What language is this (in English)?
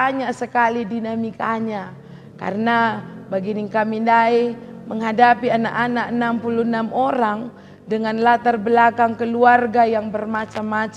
Batak Karo